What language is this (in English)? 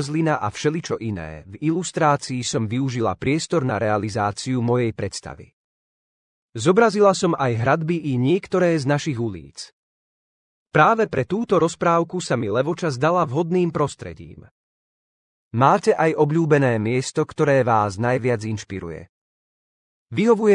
Slovak